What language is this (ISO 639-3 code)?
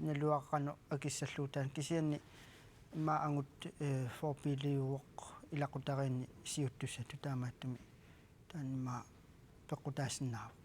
kal